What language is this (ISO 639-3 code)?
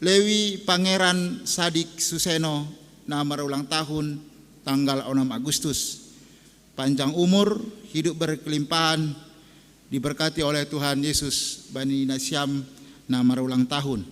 bts